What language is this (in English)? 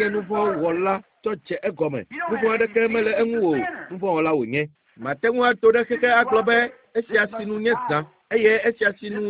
Ewe